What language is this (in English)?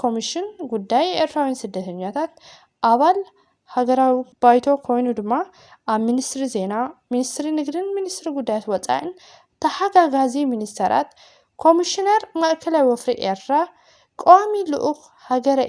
Tigrinya